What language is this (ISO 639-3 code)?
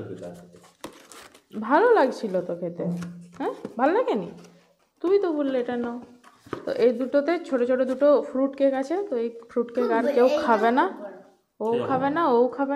ben